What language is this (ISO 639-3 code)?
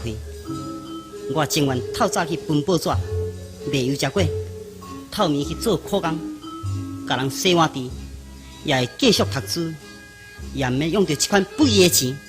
nan